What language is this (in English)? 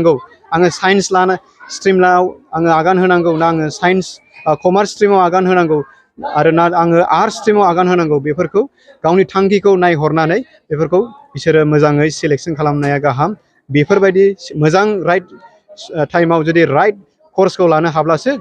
Bodo